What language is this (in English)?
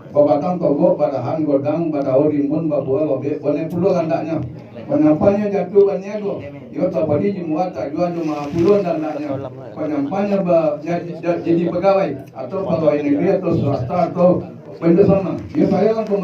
Minangkabau